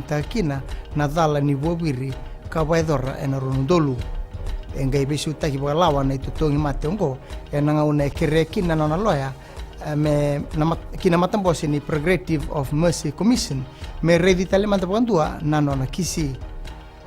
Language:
Fijian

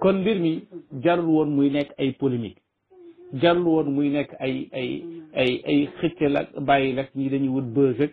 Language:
Wolof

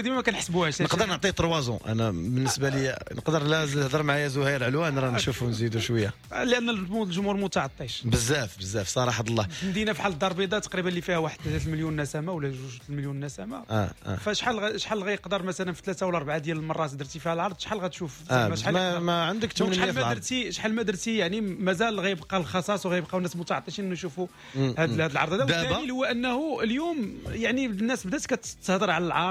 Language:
Moroccan Arabic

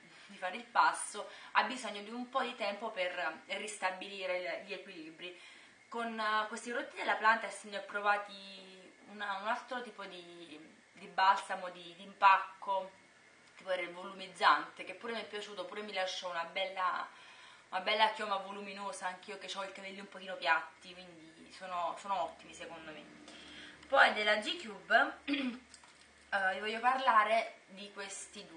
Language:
Italian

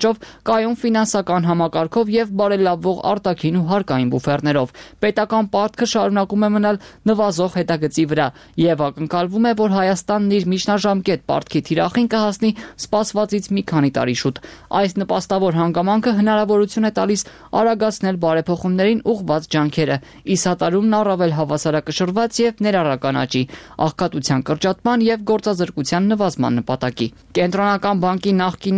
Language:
Armenian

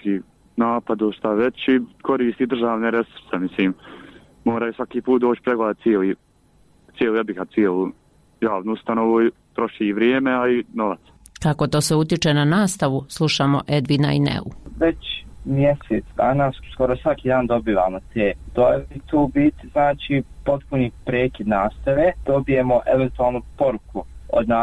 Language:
Bosnian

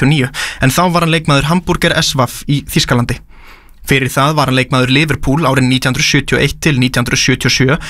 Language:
Icelandic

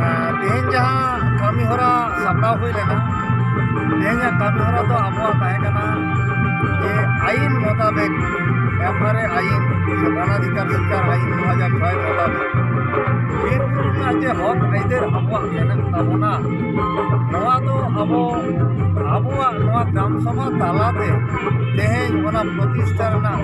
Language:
Santali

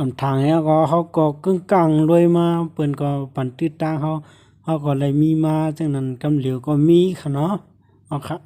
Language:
Shan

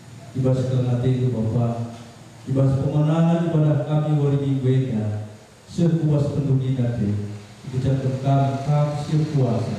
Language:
Batak Karo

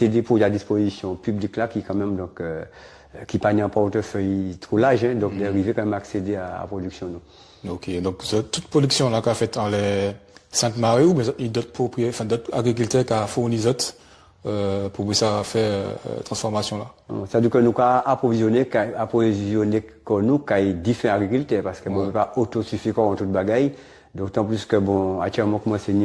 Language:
Guadeloupean Creole French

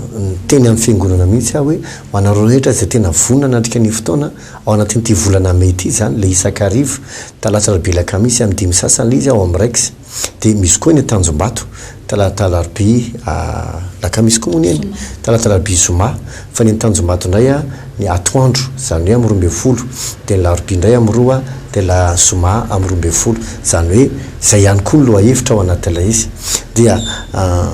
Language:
Malagasy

